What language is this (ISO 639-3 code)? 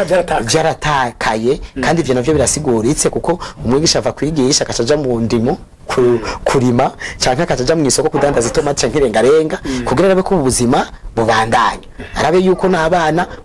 run